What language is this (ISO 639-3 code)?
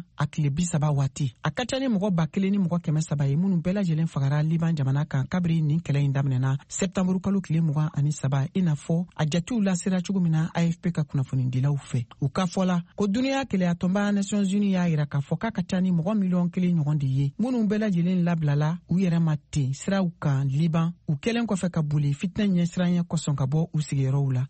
bam